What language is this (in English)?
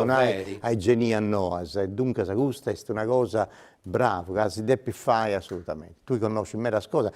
Sardinian